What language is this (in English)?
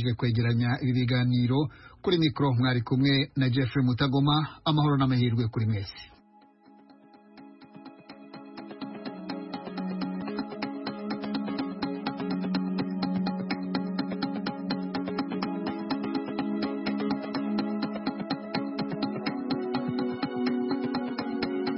Kinyarwanda